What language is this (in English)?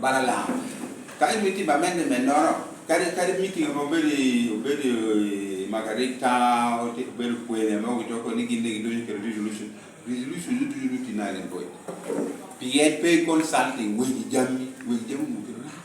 Lango (Uganda)